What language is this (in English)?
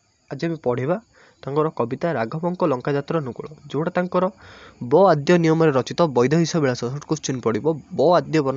Odia